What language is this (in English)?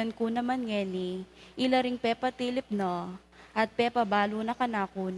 Pampanga